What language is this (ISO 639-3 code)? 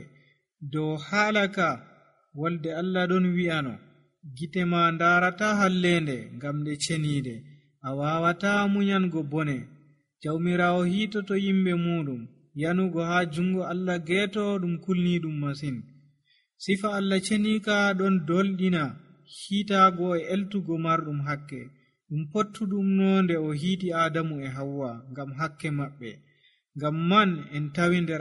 fuv